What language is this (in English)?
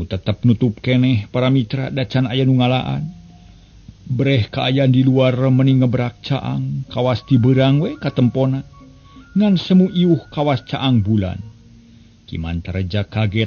Sundanese